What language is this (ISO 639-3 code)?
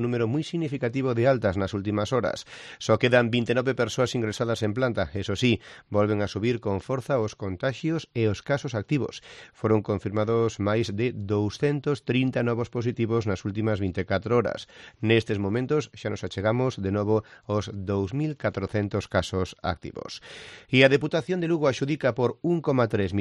glg